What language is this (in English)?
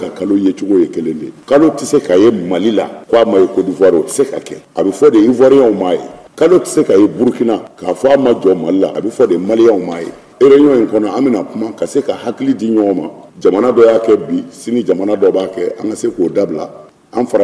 Bambara